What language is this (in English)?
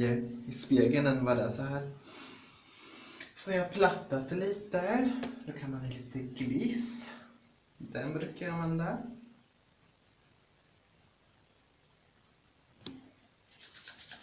Swedish